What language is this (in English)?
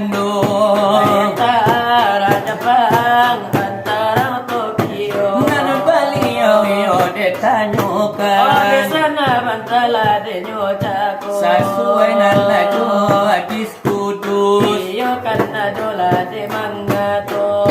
Minangkabau